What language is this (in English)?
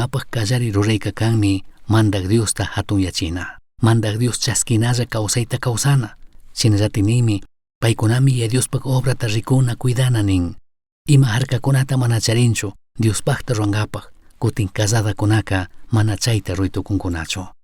Chimborazo Highland Quichua